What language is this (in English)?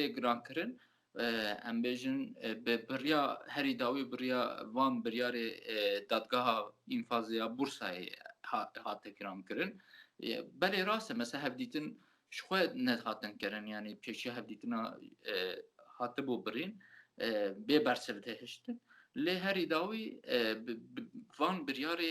Kurdish